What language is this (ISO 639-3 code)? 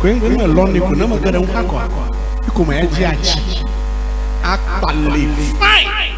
ewe